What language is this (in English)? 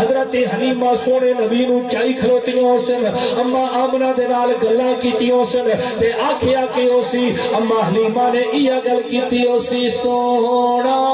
Saraiki